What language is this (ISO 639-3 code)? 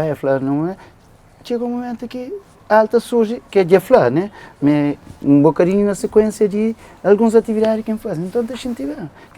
kea